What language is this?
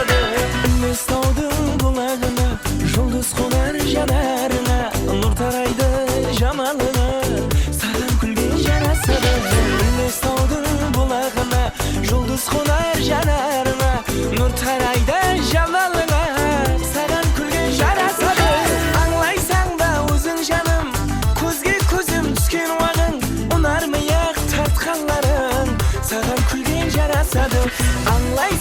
Kara-Kalpak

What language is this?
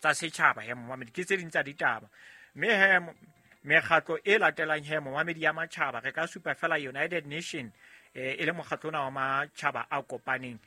Southern Sotho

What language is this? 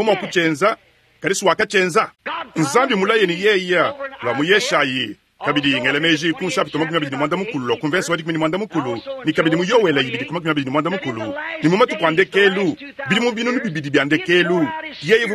Luba-Lulua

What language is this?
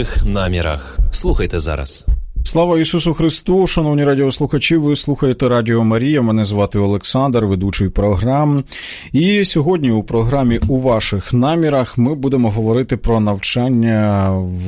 Ukrainian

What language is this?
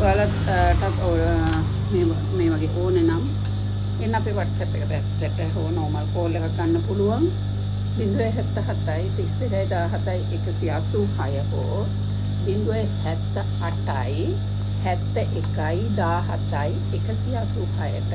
Sinhala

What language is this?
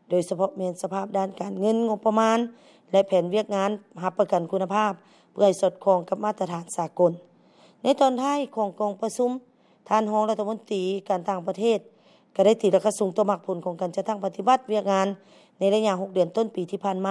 Lao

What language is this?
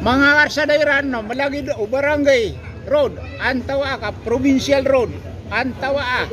Maranao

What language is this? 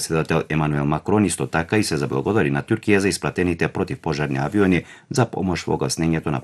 Macedonian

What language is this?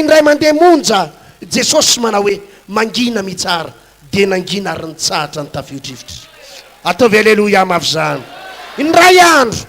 Malagasy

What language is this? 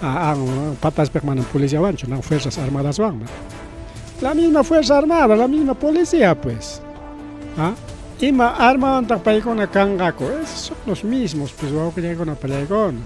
Ayacucho Quechua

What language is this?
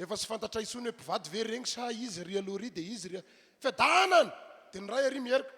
Malagasy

